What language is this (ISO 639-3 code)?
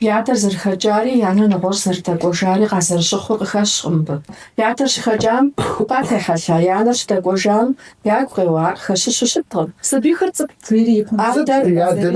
kbd